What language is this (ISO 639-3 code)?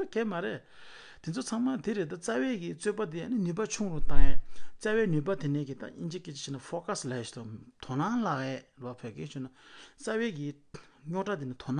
bod